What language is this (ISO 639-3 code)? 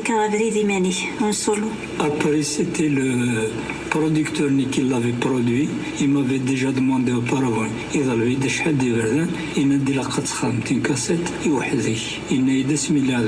kab